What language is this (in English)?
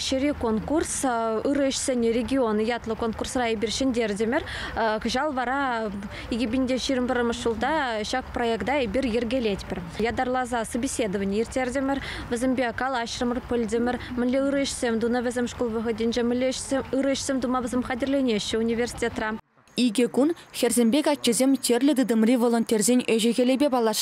Chuvash